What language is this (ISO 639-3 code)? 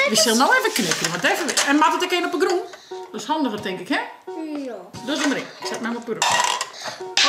fry